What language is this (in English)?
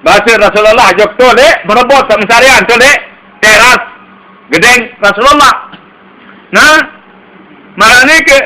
Sasak